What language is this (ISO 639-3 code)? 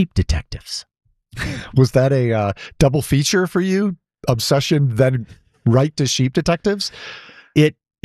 eng